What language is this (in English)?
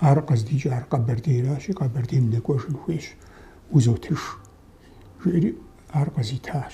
Kabardian